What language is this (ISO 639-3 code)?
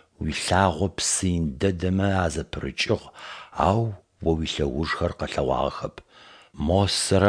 ady